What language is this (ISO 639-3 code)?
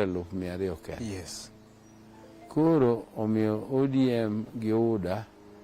luo